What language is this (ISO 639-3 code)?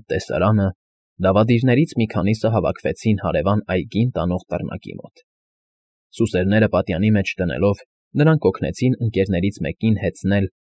hye